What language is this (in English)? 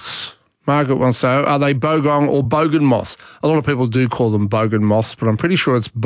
English